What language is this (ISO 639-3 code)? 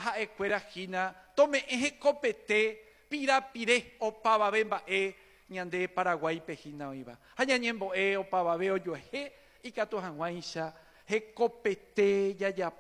grn